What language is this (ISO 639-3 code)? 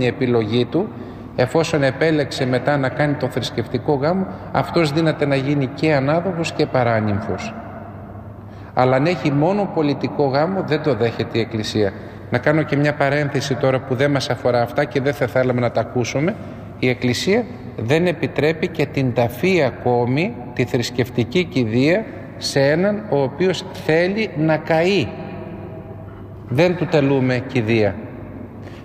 ell